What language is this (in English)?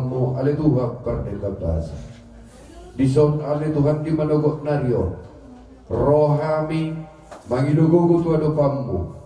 Batak Toba